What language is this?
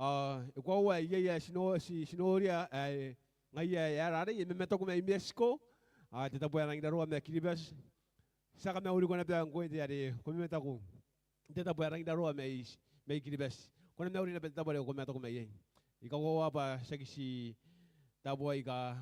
Gilbertese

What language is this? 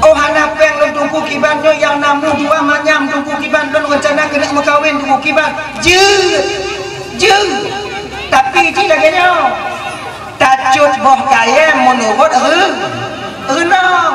Achinese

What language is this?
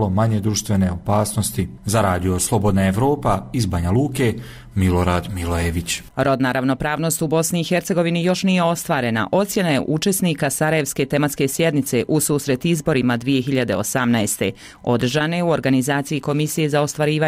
Bosnian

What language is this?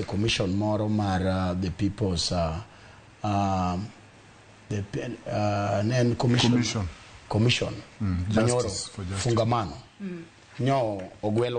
Luo (Kenya and Tanzania)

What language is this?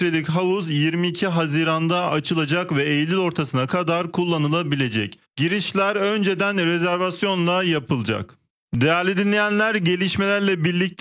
Turkish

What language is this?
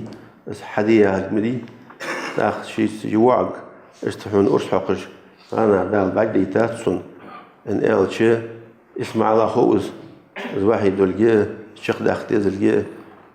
Ingush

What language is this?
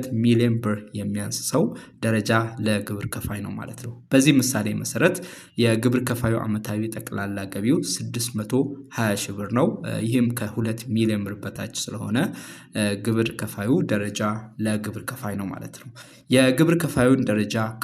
Amharic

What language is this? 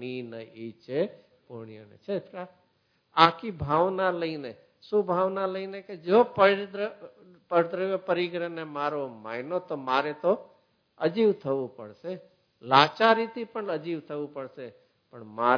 Gujarati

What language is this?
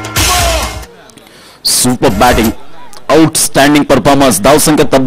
Marathi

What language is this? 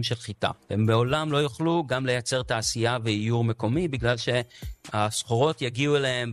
Hebrew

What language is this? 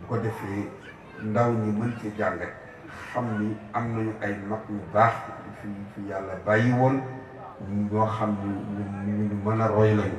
Wolof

